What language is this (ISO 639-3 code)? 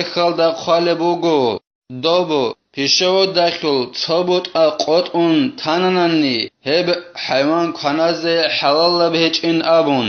ava